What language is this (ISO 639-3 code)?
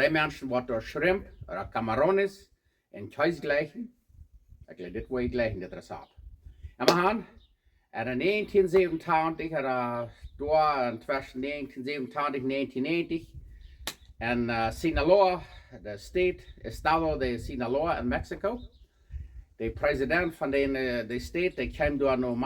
pdt